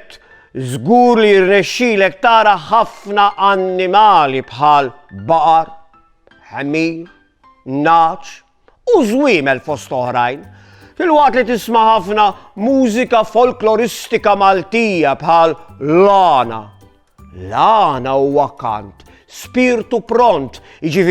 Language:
Maltese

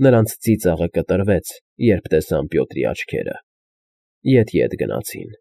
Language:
Armenian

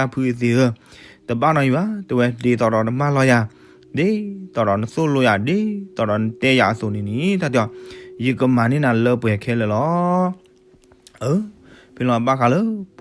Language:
S'gaw Karen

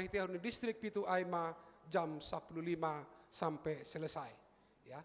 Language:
Batak Simalungun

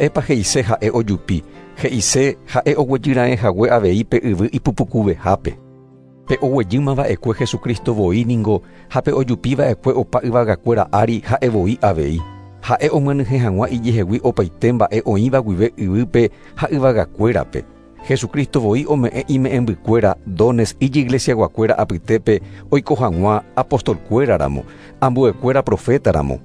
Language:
Guarani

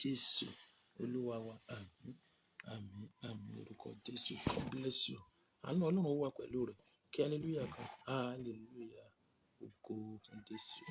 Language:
Yoruba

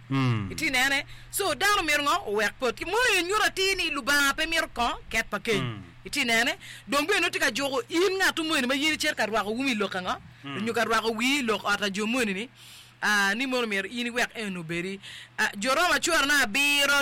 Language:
Acoli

